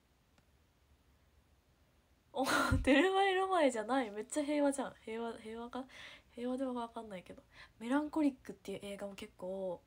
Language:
Japanese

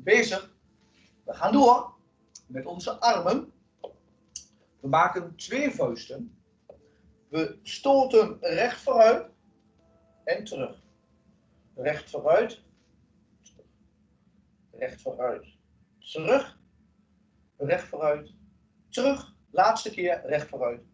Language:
Dutch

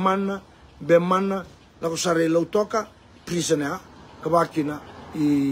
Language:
Fijian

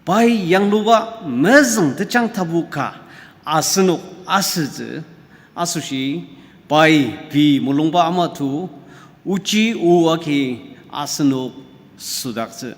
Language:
Ao Naga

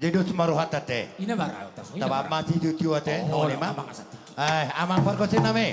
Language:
Batak Toba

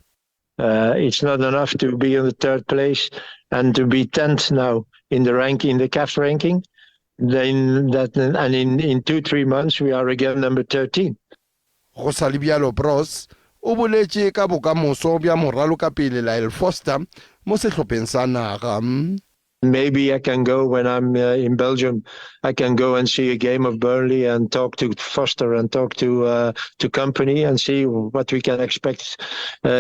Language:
Tswana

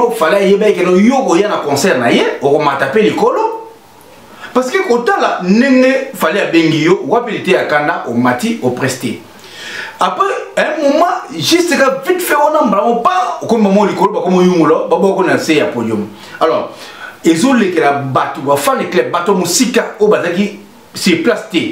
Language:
Lingala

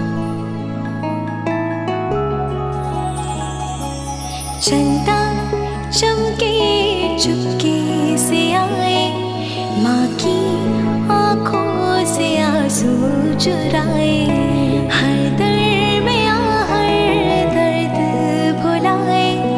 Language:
Hindi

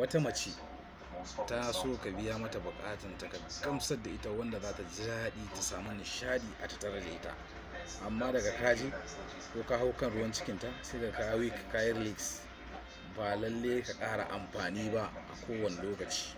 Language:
Hausa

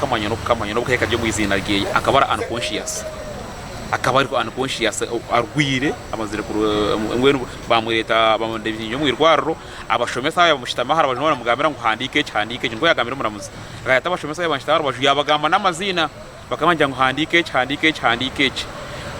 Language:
Nyankole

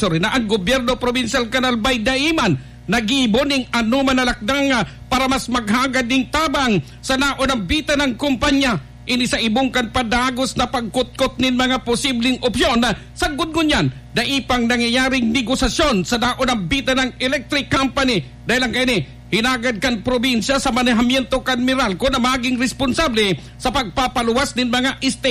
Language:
Bikol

